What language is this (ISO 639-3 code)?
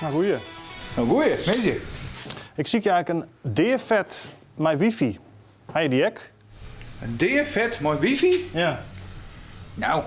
fry